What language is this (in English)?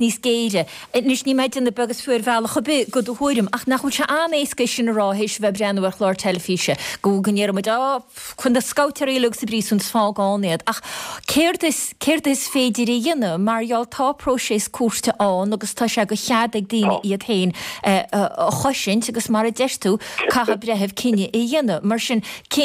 Irish